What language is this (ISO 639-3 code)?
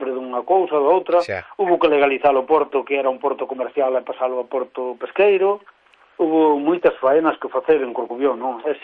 glg